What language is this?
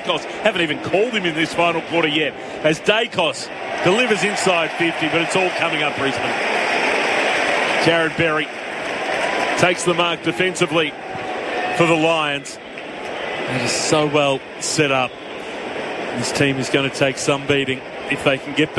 English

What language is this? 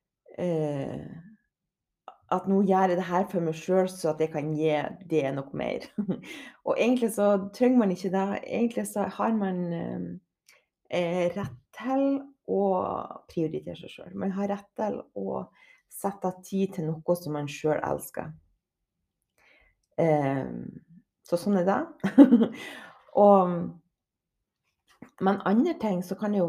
Norwegian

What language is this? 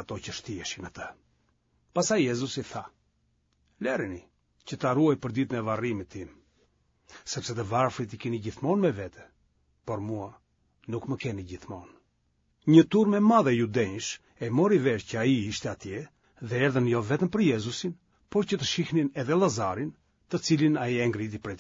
Albanian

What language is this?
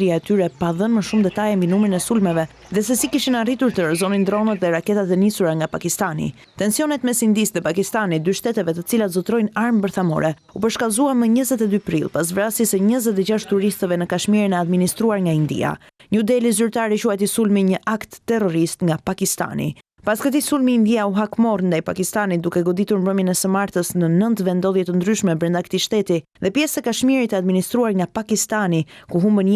Albanian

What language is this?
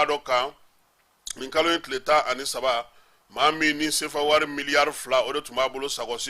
Bambara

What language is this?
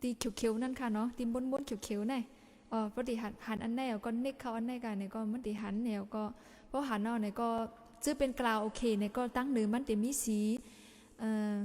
Shan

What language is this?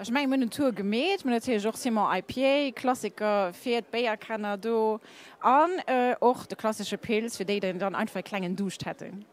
Luxembourgish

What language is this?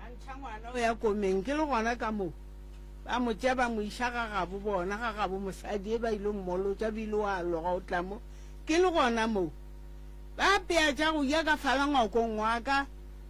Northern Sotho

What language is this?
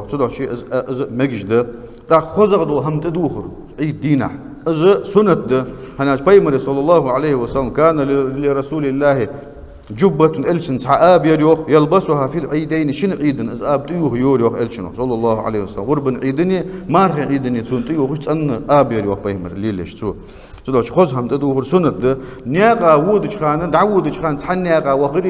Ingush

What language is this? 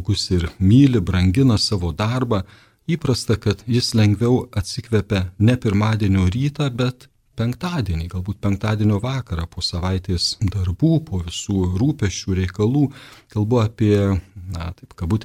Lithuanian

